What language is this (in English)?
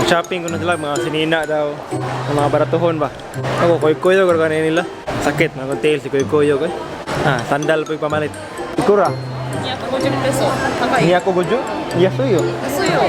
Cebuano